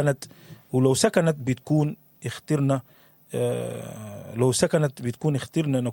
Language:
Sudanese Arabic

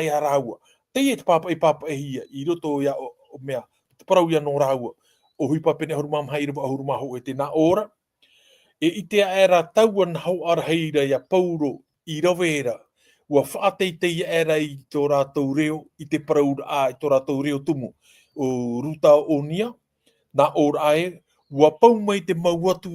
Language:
Tahitian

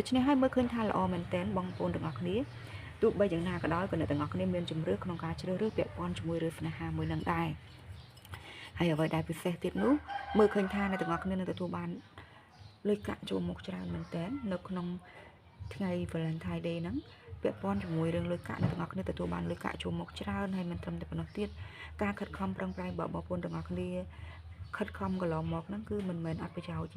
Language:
Khmer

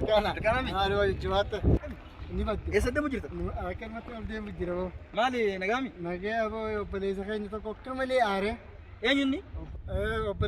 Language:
Oromo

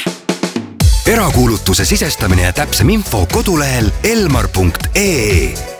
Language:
Estonian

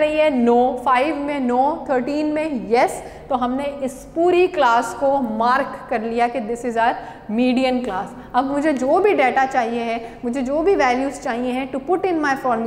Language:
Hindi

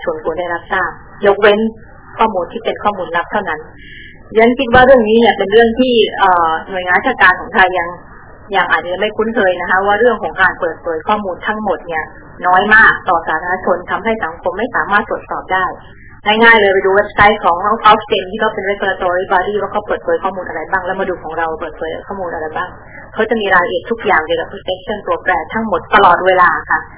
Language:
Thai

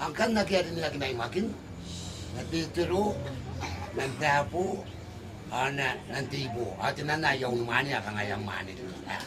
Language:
Gilbertese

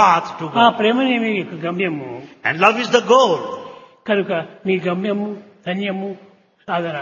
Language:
Telugu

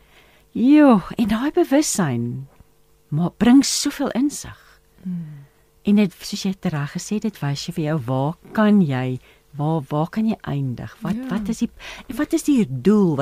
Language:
Afrikaans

